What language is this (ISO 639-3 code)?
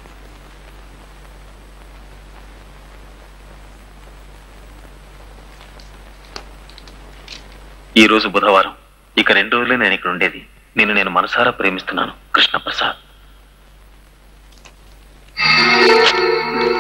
tel